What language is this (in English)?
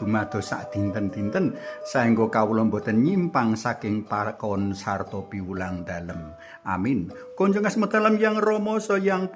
Javanese